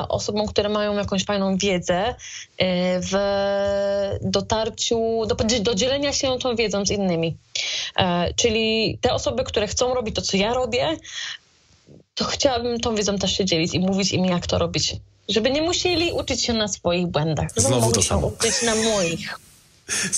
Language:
Polish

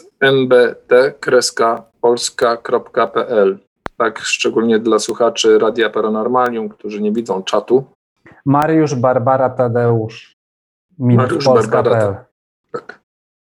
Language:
Polish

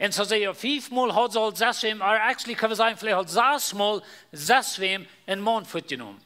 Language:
Plautdietsch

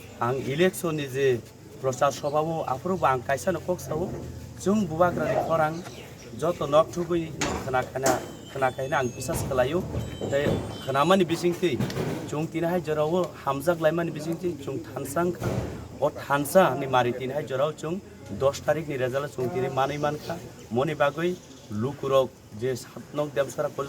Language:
Kok Borok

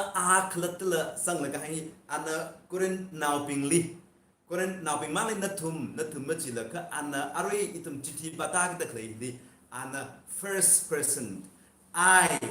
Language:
Tangkhul Naga (India)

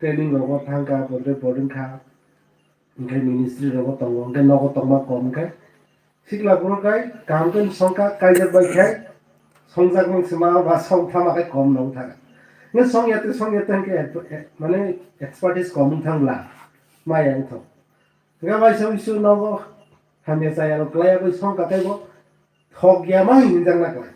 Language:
Kok Borok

